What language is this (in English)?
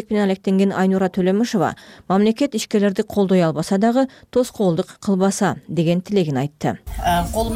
Kyrgyz